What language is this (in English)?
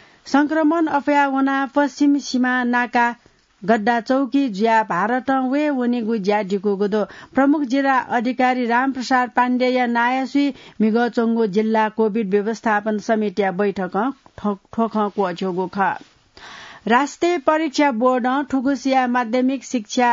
Newari